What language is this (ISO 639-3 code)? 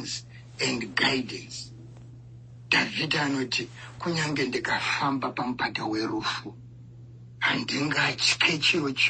sna